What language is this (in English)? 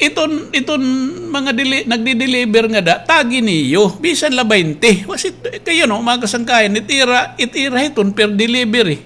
Waray